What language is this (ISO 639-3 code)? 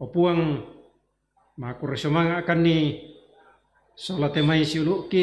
sda